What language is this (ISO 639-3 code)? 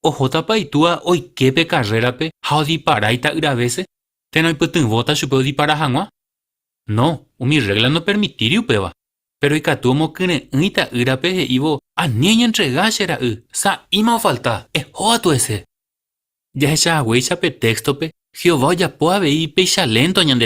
grn